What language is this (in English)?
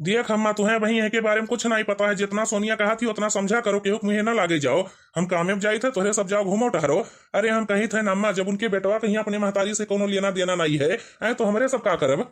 Awadhi